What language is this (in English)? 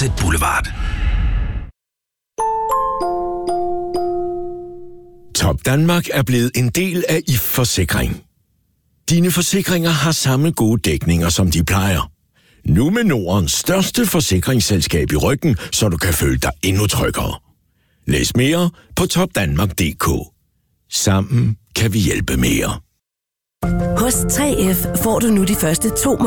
Danish